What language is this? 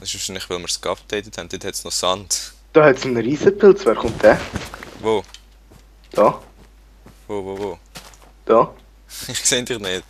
Swiss German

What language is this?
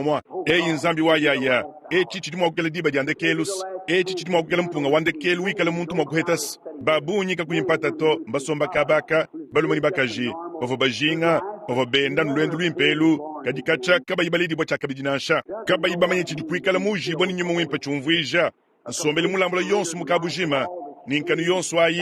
Luba-Lulua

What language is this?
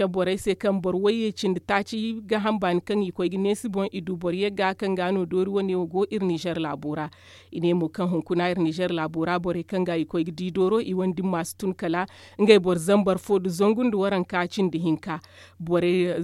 Zarma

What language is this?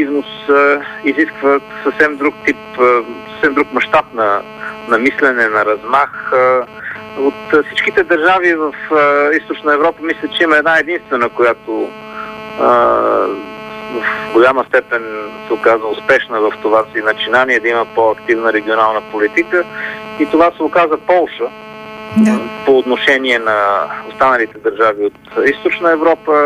Bulgarian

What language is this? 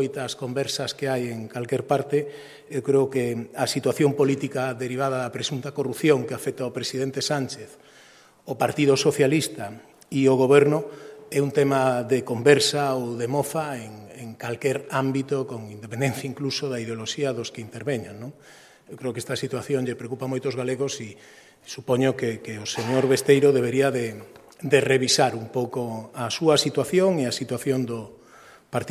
Galician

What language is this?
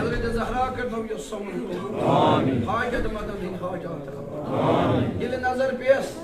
Kashmiri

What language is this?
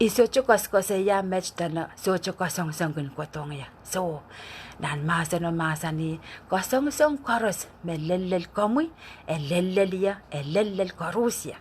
Pohnpeian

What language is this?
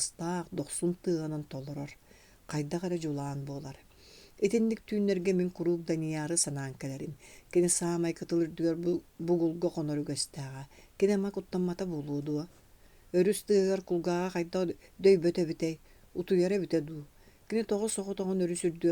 Yakut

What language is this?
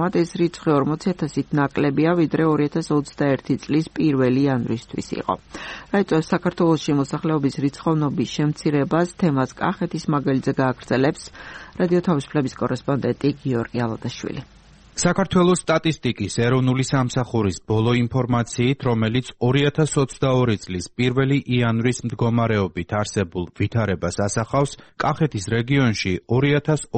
Georgian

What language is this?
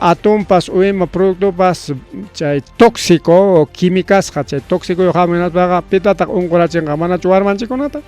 Ayacucho Quechua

